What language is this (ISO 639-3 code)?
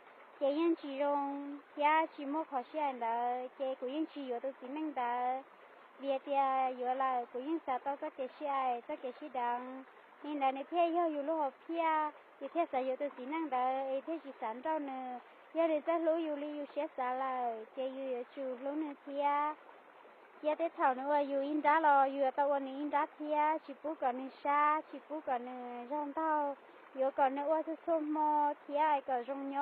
hmn